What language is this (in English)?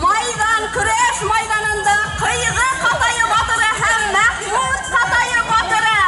Bashkir